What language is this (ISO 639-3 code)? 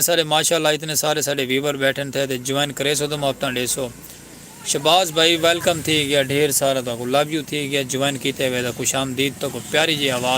skr